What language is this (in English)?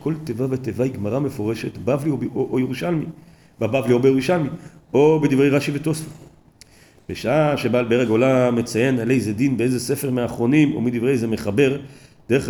Hebrew